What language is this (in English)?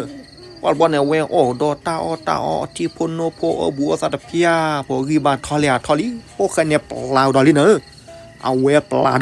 S'gaw Karen